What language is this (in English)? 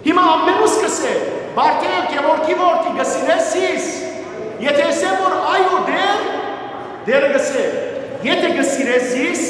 Western Armenian